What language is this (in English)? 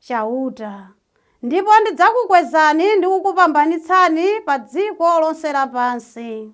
Nyanja